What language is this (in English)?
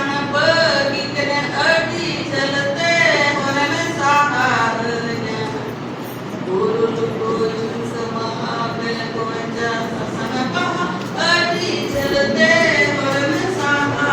Santali